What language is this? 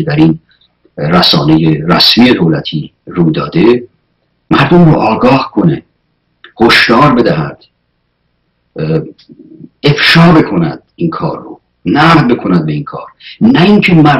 Persian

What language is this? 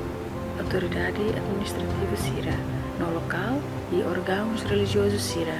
Tetum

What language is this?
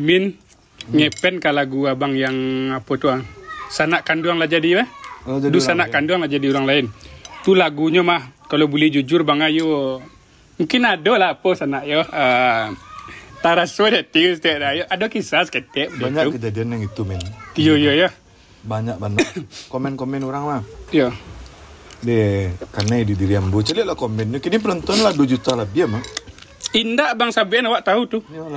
Minangkabau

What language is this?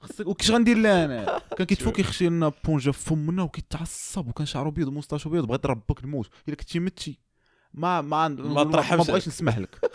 Moroccan Arabic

